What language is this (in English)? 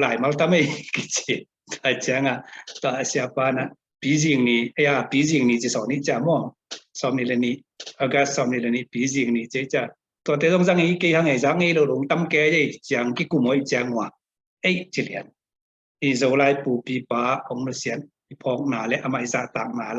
Tedim Chin